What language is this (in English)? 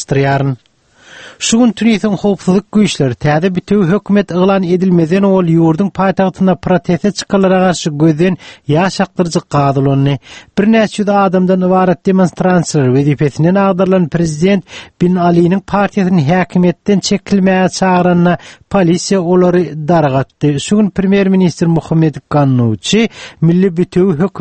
Turkmen